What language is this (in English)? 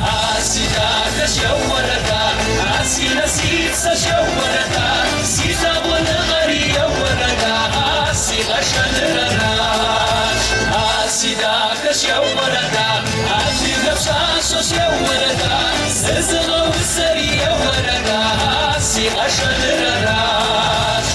Kabardian